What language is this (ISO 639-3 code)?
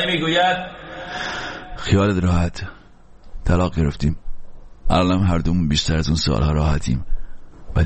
fas